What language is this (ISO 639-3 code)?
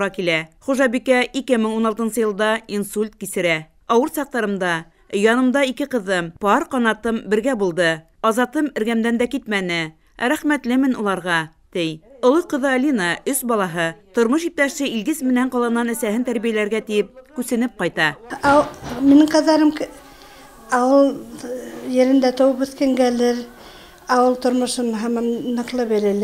bak